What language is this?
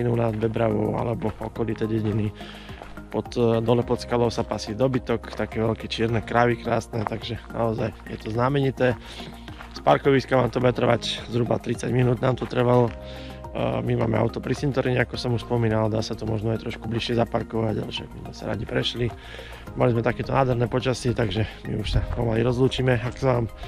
Slovak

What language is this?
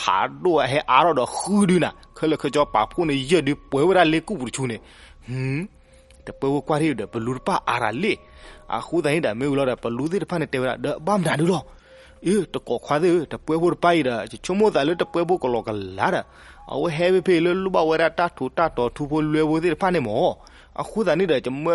S'gaw Karen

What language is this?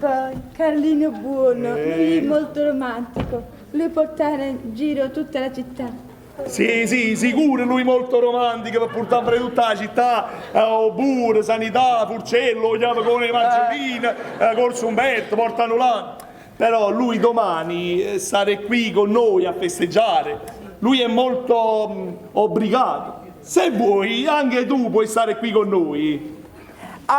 Neapolitan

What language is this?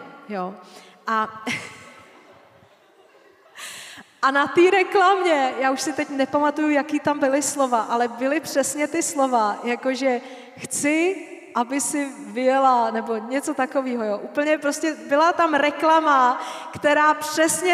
Czech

